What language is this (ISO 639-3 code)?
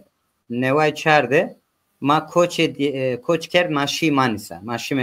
zza